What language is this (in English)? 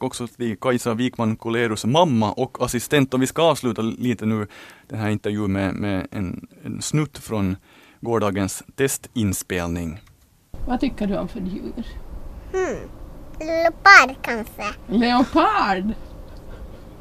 Swedish